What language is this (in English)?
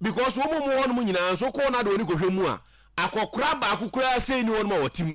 Akan